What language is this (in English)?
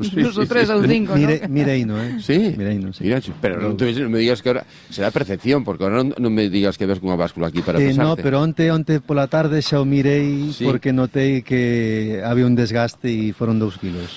Galician